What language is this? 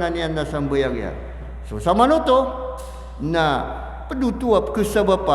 Maranao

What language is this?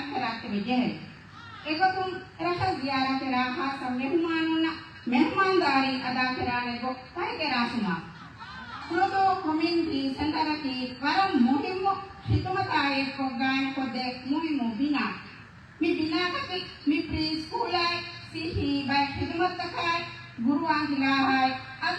Divehi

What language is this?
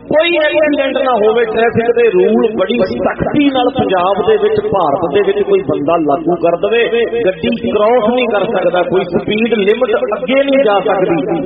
Punjabi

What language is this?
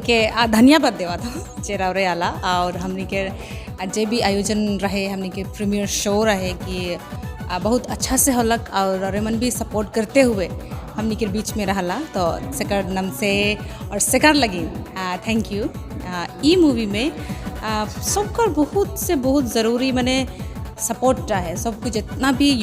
Sadri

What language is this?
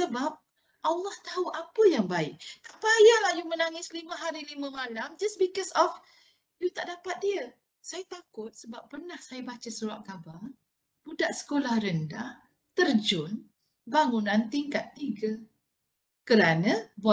Malay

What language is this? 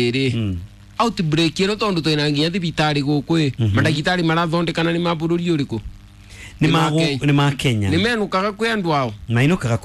Kikuyu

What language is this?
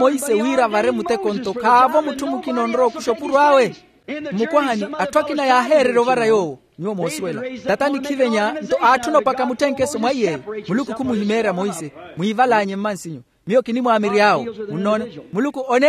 Makhuwa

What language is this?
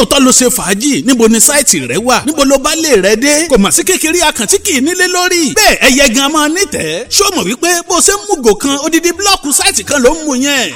Yoruba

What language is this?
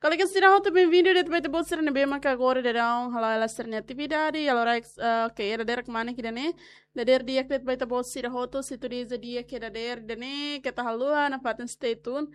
Tetum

